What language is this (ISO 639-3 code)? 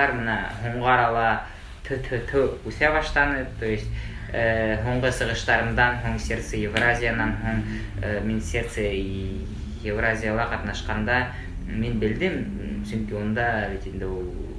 bak